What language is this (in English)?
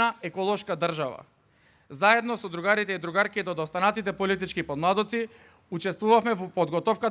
Macedonian